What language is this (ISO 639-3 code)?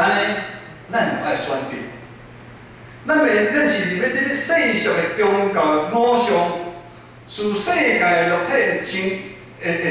nan